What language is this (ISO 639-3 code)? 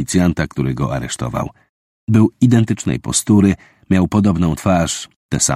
pol